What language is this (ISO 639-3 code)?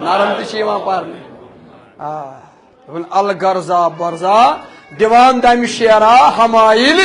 kas